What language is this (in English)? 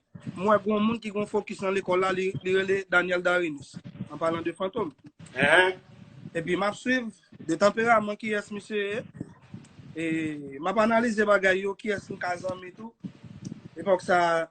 Haitian Creole